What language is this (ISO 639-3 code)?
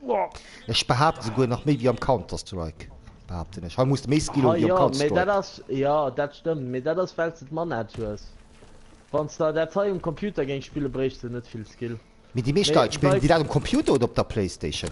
ltz